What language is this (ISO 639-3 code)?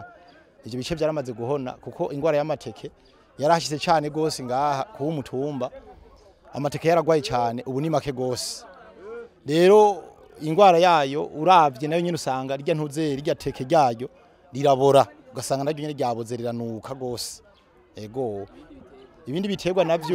run